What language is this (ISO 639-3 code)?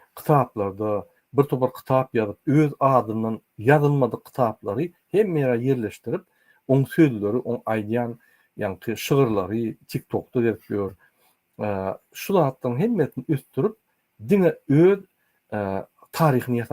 tuk